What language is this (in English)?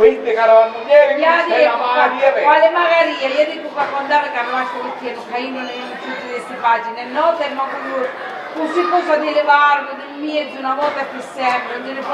Sicilian